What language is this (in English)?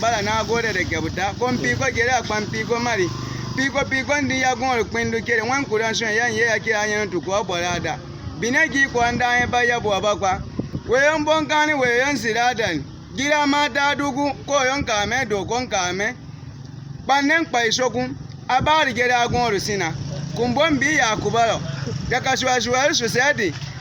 Baatonum